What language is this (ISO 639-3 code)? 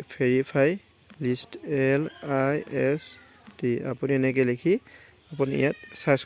asm